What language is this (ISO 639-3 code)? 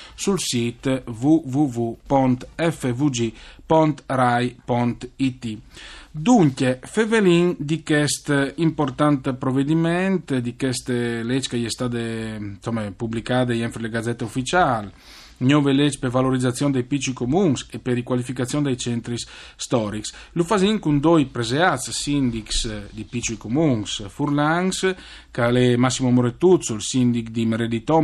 fur